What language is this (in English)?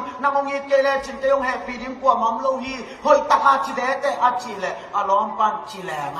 Tedim Chin